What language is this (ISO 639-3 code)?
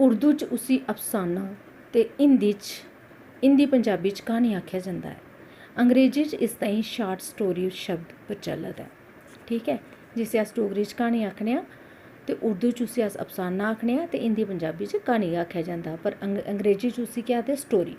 doi